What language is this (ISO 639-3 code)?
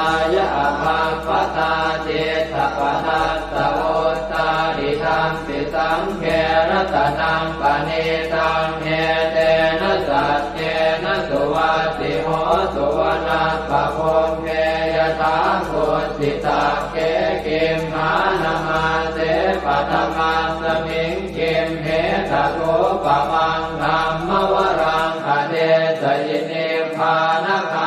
pli